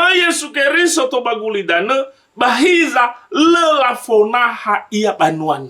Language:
Nias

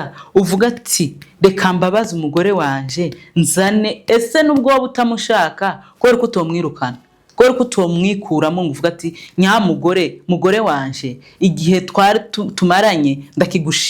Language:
Kinyarwanda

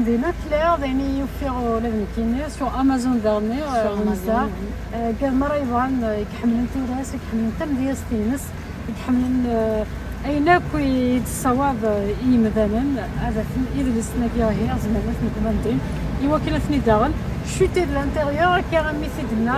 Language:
Kabyle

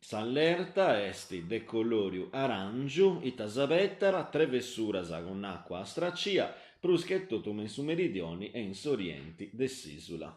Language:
Sardinian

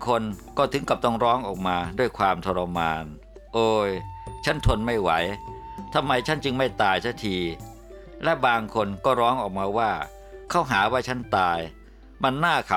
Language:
Thai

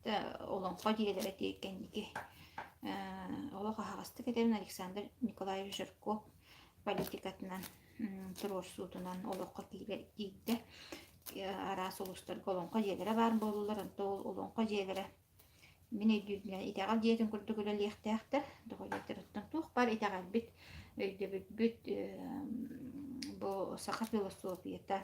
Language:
Yakut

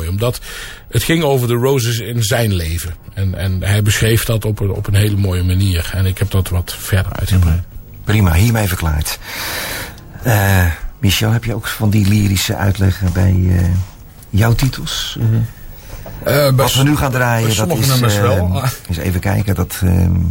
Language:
Dutch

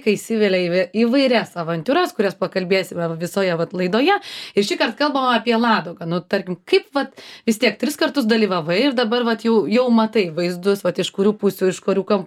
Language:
Lithuanian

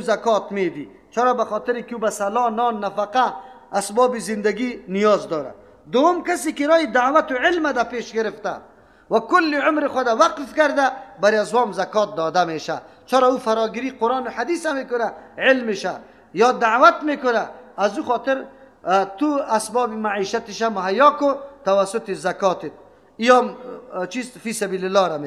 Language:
Persian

